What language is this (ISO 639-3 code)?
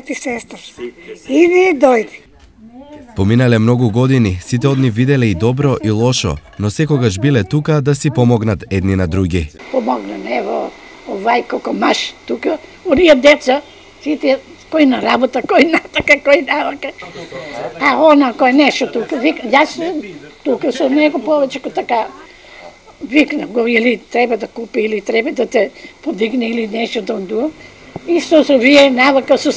mkd